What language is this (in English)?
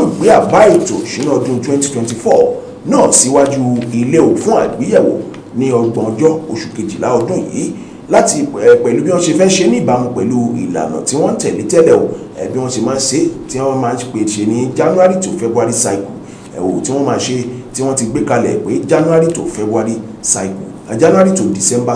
Yoruba